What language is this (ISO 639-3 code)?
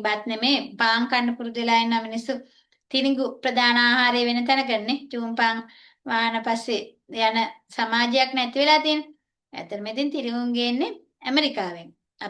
sin